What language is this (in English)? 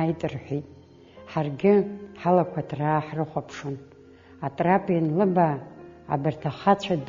Abkhazian